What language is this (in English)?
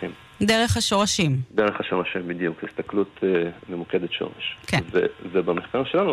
Hebrew